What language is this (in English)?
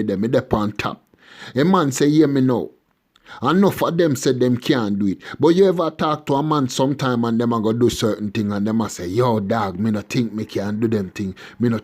Jamaican Creole English